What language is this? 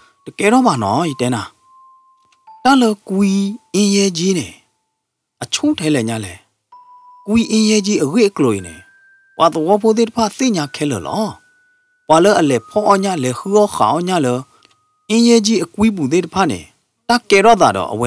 S'gaw Karen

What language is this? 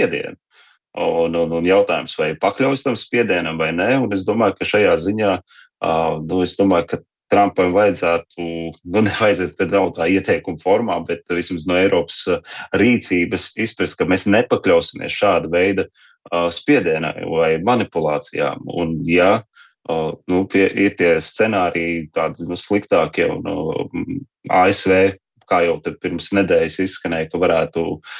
Latvian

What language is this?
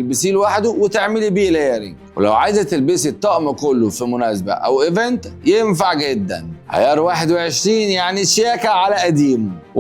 Egyptian Arabic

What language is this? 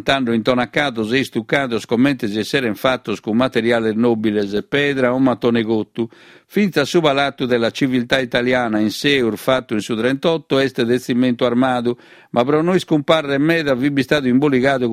Sardinian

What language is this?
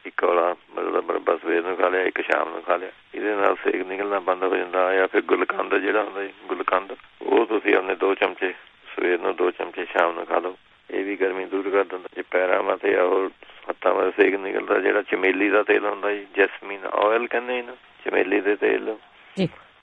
Punjabi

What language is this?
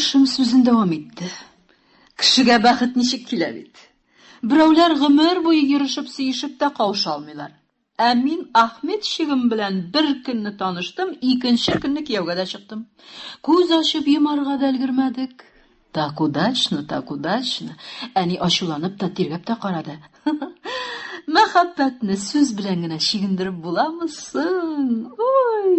Tatar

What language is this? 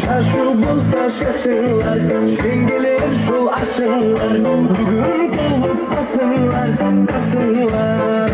Kara-Kalpak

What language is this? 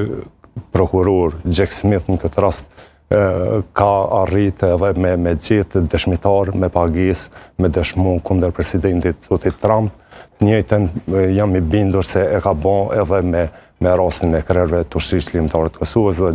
Albanian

